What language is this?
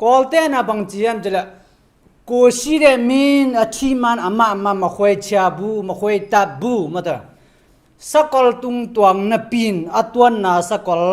Tedim Chin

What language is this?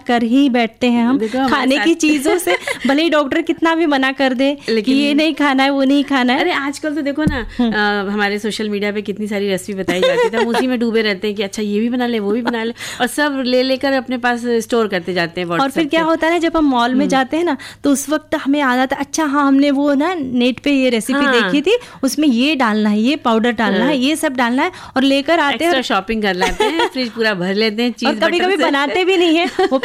Hindi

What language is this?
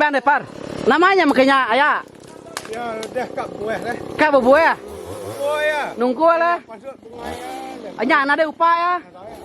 Iban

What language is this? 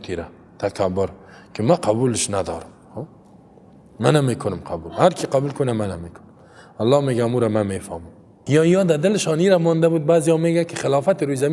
Persian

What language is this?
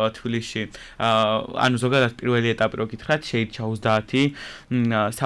Georgian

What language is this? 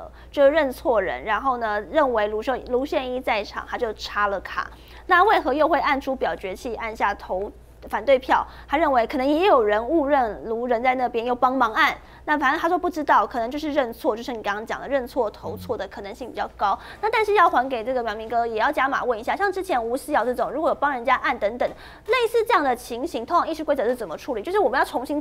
Chinese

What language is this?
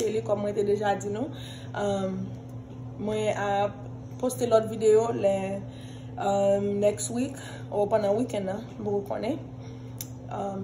Haitian Creole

